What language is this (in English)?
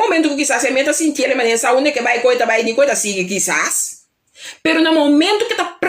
Papiamento